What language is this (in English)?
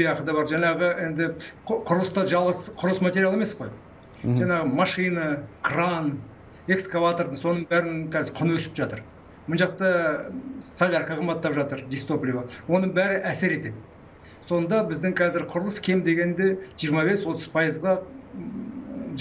Kazakh